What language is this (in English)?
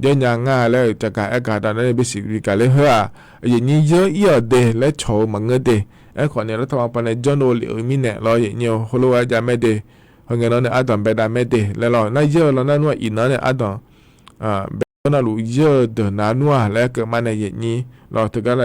Akha